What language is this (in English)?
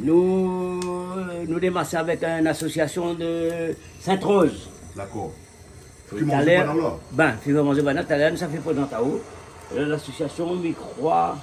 Réunion Creole French